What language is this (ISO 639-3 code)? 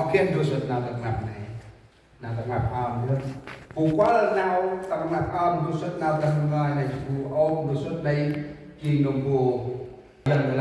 cmo